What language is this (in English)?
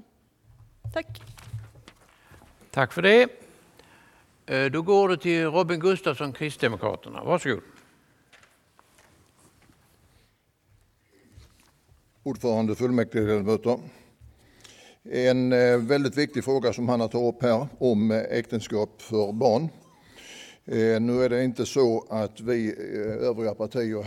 Swedish